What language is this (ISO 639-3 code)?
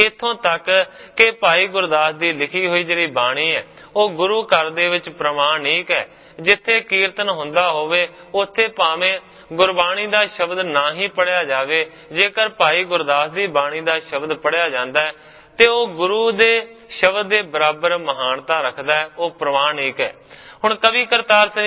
pan